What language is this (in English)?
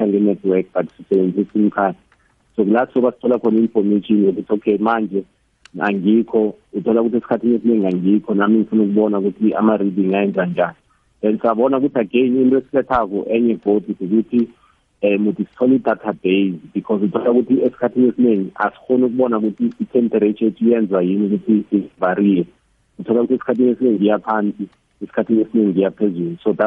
South Ndebele